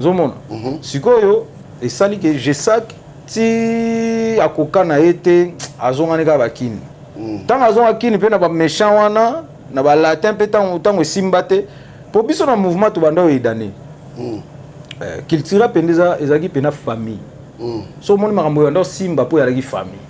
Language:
Lingala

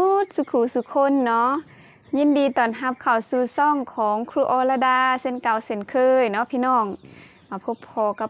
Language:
Lao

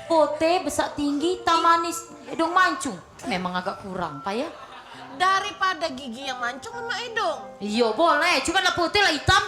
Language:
Musi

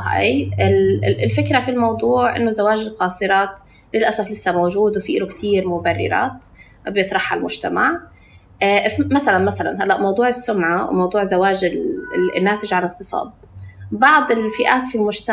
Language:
North Levantine Arabic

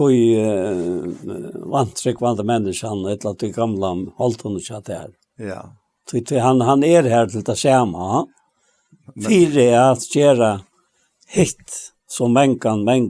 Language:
Faroese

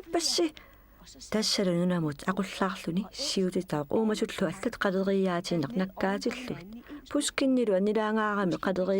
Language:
Kalaallisut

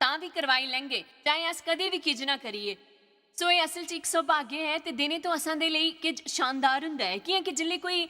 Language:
Dogri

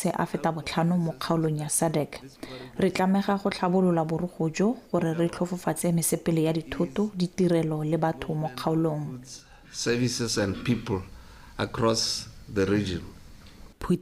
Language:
Tswana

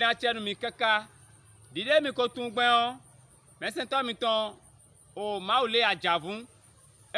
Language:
Fon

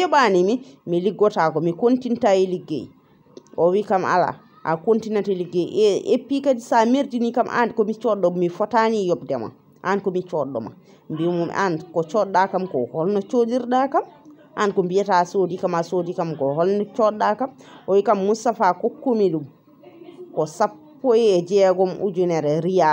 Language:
Fula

